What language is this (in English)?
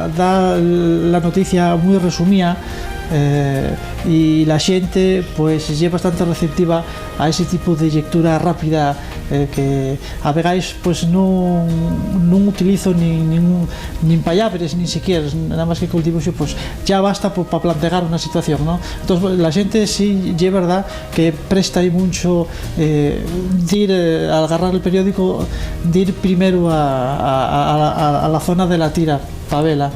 Asturian